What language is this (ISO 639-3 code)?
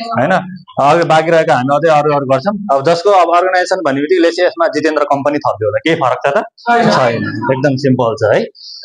nep